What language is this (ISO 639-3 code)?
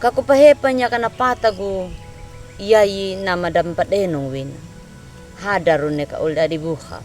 akg